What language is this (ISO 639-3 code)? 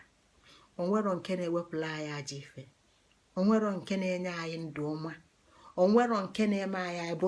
ibo